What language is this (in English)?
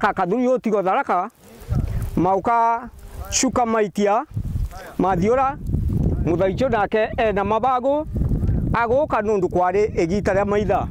Meru